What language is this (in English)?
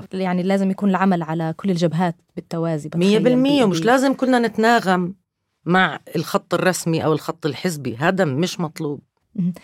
North Levantine Arabic